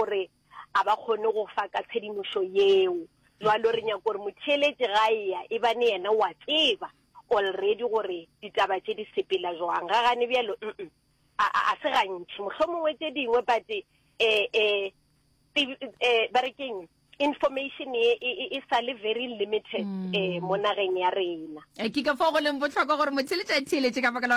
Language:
Northern Sotho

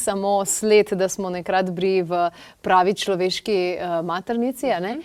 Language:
Slovenian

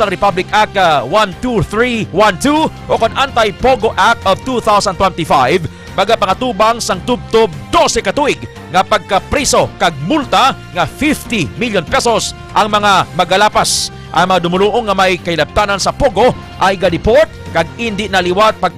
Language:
Hiligaynon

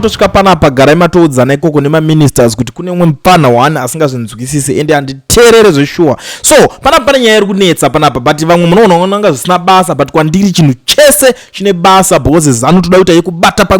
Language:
Shona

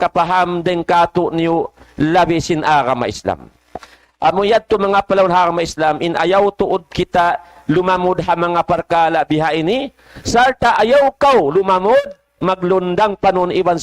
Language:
Tausug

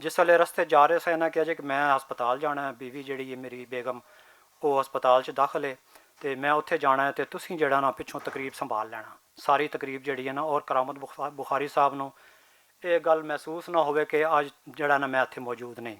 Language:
Western Panjabi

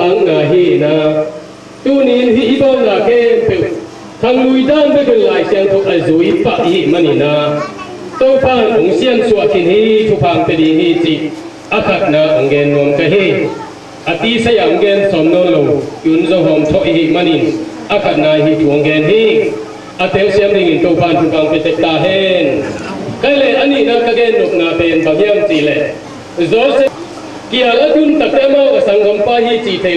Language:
Tedim Chin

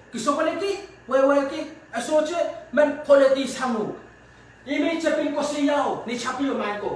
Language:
Pohnpeian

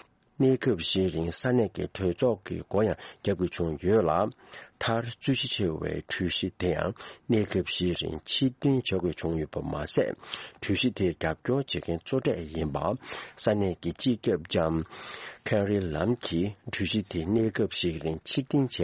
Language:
Tibetan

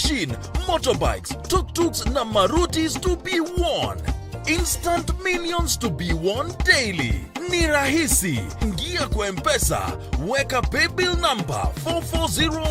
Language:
Meru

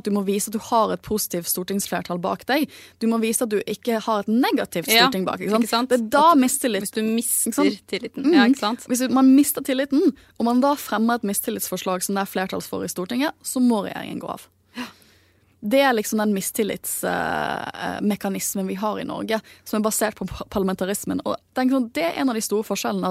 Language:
Norwegian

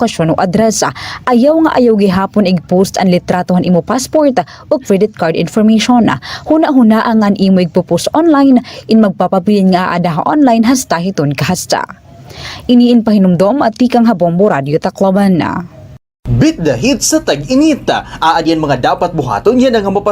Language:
Waray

